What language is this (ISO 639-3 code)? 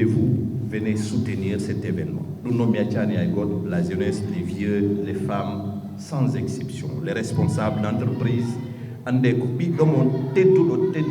ful